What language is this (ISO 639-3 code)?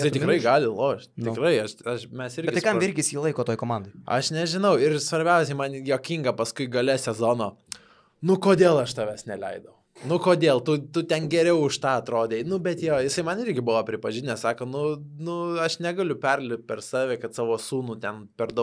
lit